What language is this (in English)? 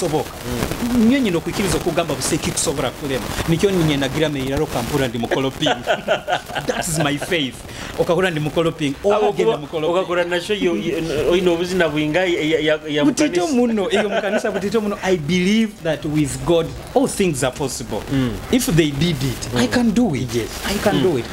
Nyoro